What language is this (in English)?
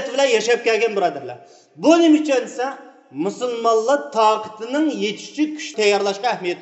Uyghur